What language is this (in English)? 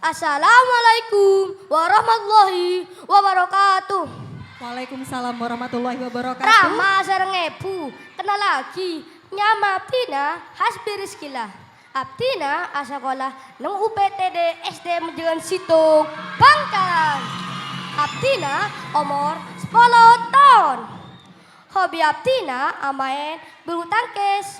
Madurese